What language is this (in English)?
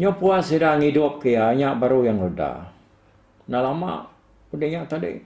Iban